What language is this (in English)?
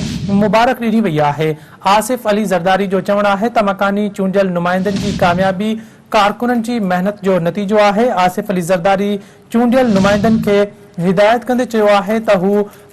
Sindhi